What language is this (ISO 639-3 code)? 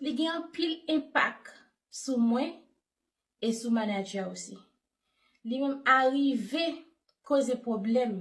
hat